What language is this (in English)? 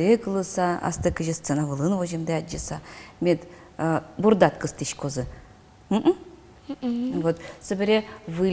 Udmurt